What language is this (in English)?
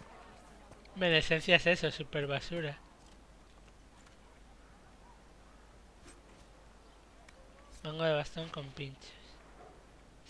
Spanish